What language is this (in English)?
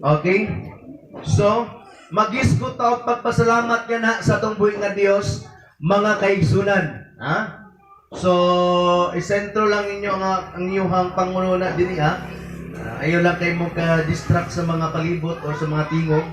Cebuano